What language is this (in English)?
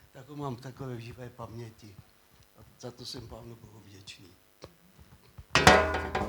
Czech